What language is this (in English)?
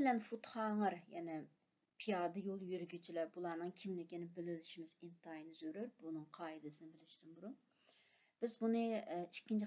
Uyghur